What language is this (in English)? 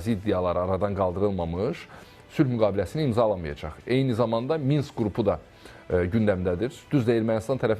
Azerbaijani